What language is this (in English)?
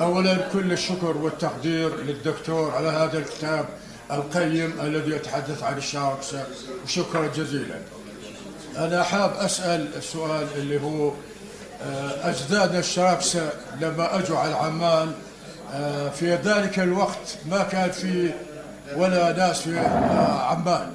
North Levantine Arabic